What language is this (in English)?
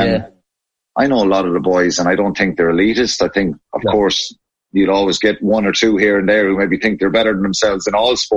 English